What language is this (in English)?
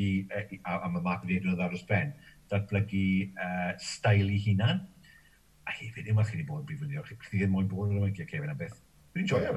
Welsh